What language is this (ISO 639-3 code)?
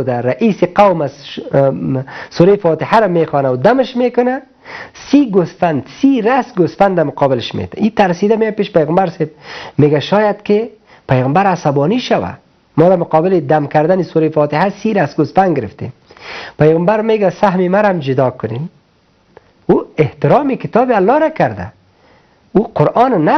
fas